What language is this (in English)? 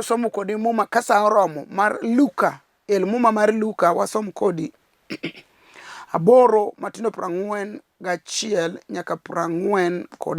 Luo (Kenya and Tanzania)